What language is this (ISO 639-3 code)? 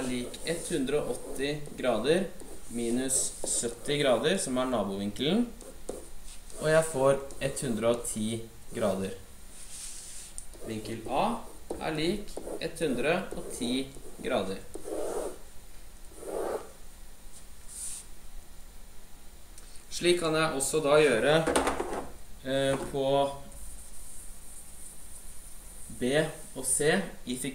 nor